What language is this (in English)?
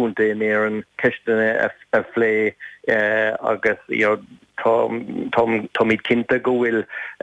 Irish